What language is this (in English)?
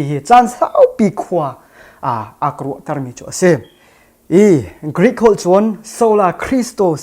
Hakha Chin